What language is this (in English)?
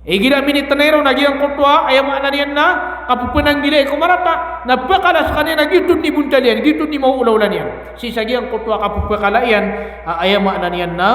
Maranao